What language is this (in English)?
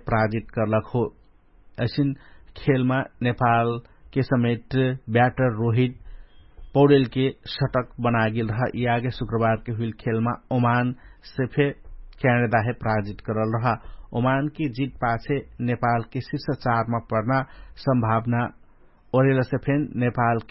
Dangaura Tharu